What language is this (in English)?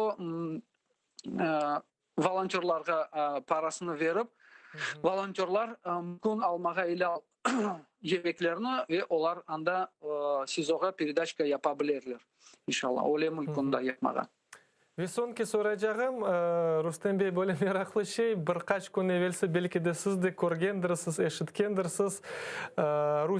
Crimean Tatar